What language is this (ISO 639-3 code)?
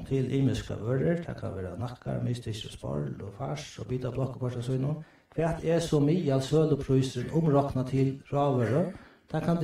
fao